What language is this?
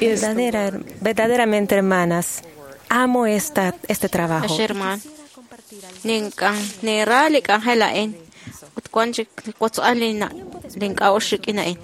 Kekchí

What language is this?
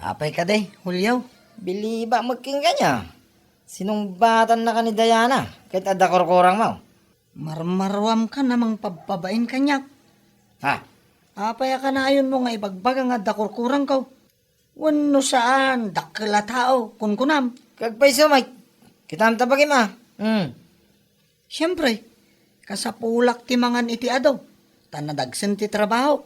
Iloko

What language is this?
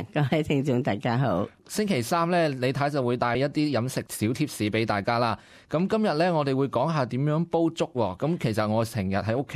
Cantonese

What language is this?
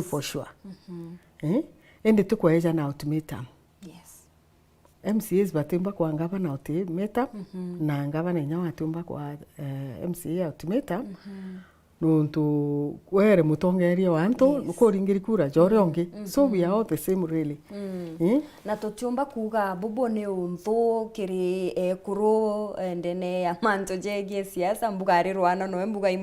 Meru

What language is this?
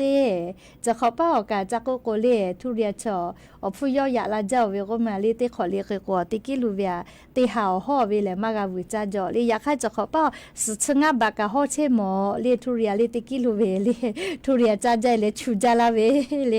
Lahu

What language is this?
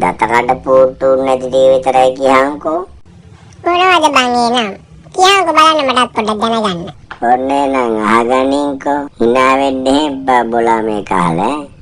Sinhala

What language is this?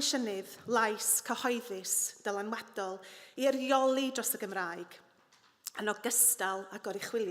Welsh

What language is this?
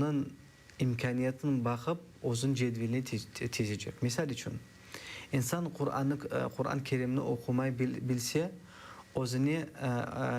Crimean Tatar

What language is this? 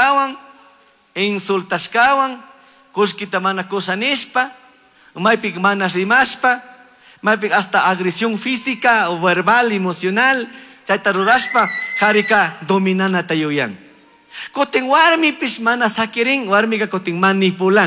Chimborazo Highland Quichua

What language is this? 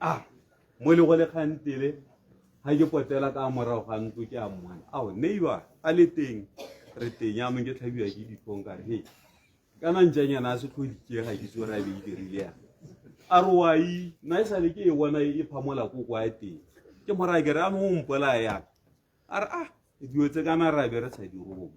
Tswana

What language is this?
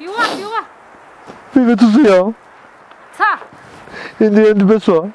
Zaza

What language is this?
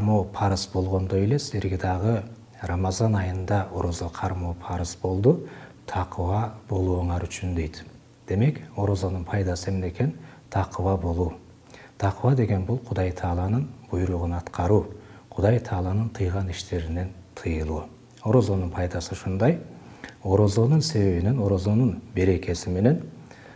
Kyrgyz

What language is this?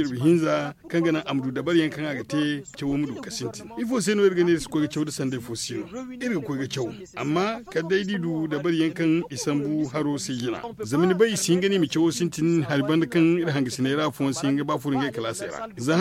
Zarma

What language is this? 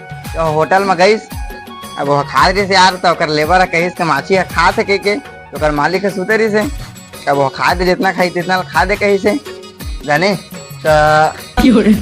Chhattisgarhi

